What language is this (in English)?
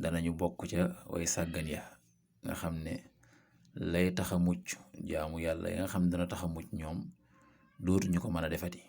Wolof